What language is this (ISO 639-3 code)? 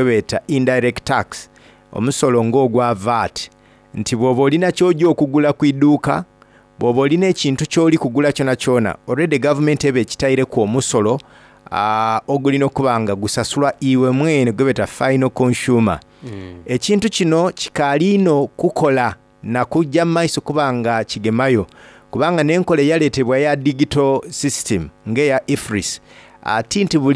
xog